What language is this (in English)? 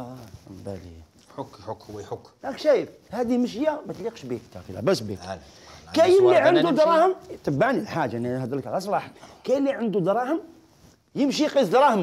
Algerian Arabic